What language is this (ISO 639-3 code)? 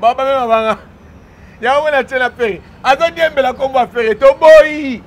lin